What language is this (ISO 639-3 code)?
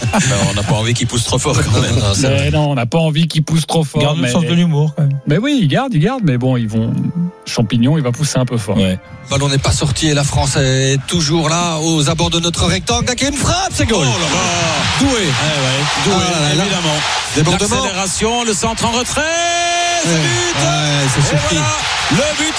fra